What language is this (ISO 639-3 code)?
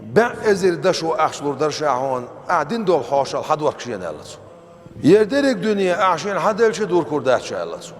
che